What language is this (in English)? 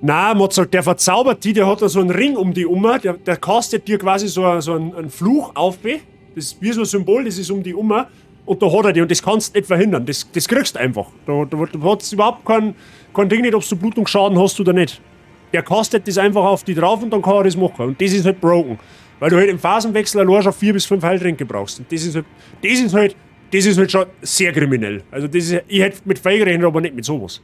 Bavarian